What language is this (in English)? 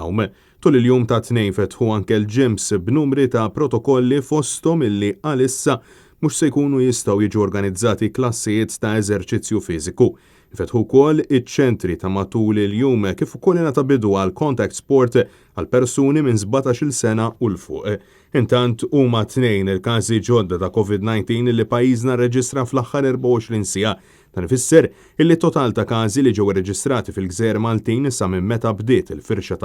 Maltese